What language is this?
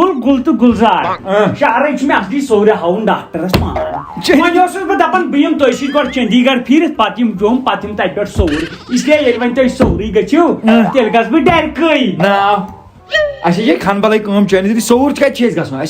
Kashmiri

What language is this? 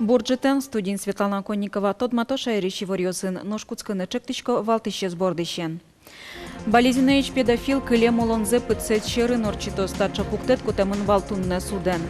Udmurt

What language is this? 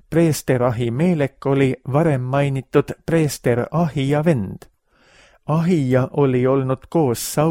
Estonian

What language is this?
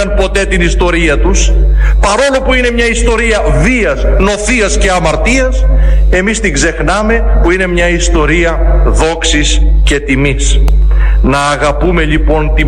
Greek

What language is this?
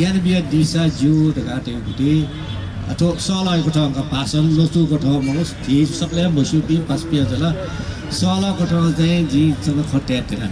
Newari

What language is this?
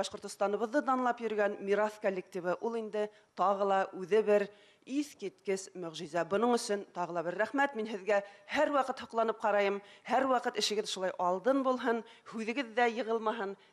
Bashkir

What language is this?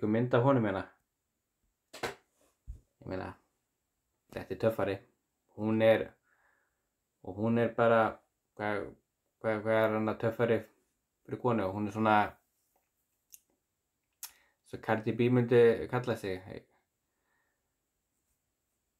Icelandic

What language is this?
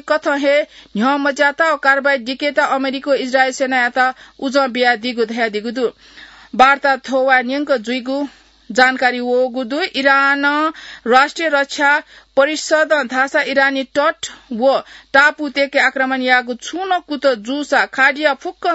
Newari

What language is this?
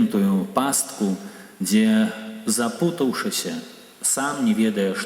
Belarusian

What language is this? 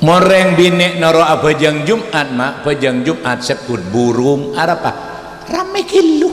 Madurese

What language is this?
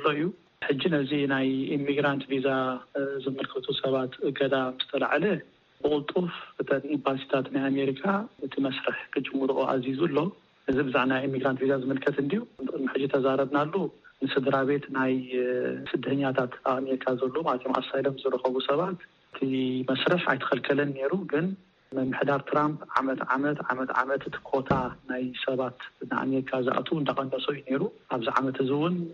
Tigrinya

